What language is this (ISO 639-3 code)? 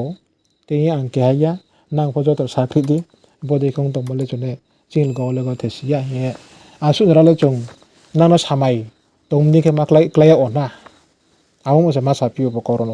ria